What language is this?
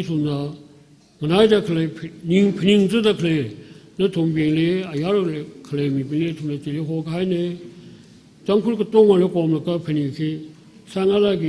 Tangkhul Naga (India)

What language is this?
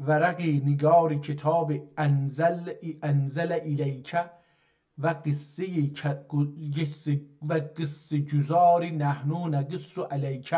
South Azerbaijani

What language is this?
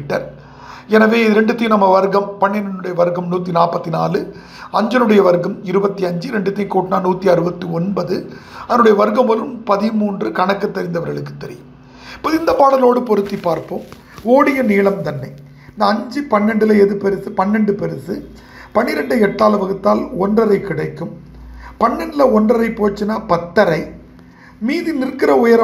Tamil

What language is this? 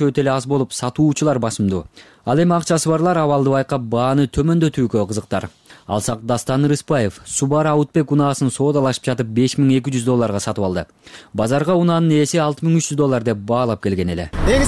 Kyrgyz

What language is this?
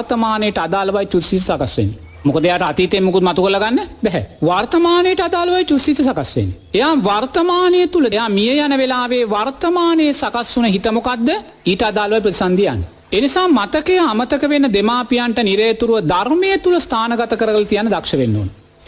Sinhala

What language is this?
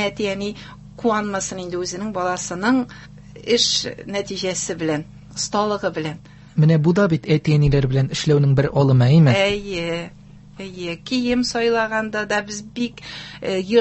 Tatar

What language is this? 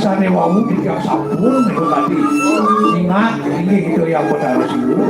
Balinese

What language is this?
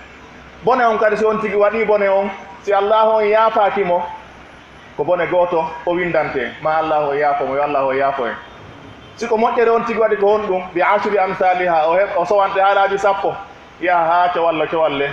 Pular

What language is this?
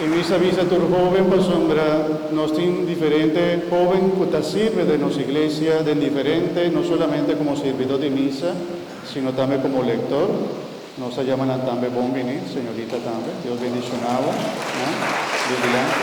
Papiamento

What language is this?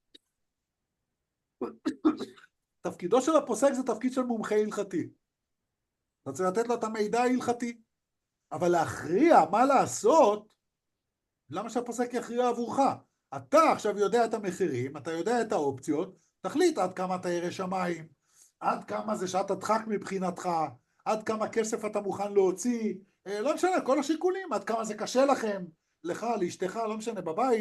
Hebrew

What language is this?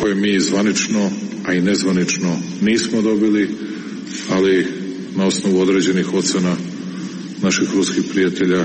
Serbian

